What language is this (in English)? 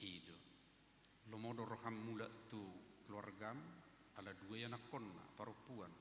Batak Toba